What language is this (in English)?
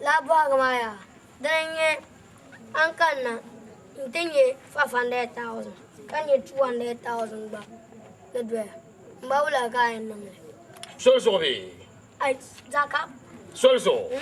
Dagbani